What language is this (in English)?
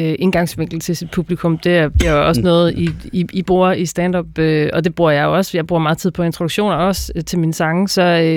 Danish